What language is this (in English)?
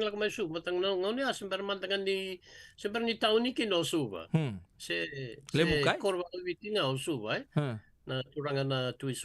Fijian